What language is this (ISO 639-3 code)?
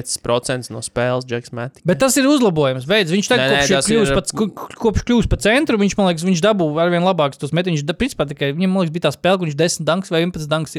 lav